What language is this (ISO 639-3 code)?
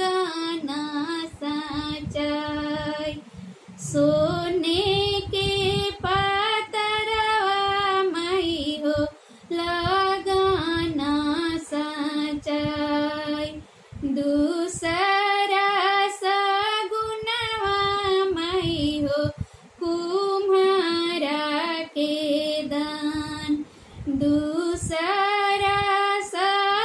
bho